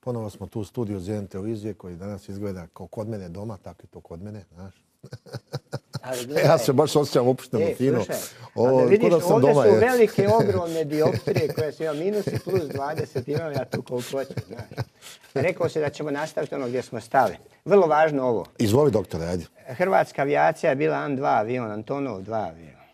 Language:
Croatian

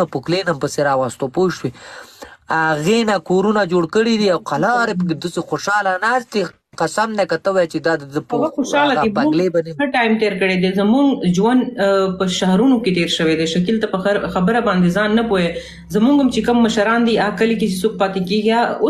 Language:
Pashto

